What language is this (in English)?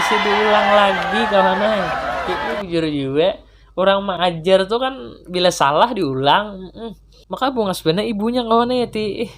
Banjar